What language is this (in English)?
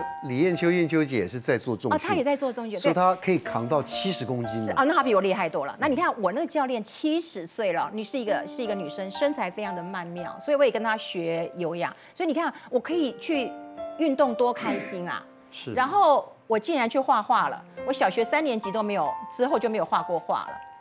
Chinese